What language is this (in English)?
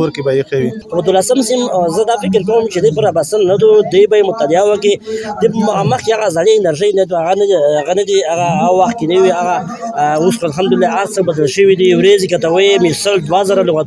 Pashto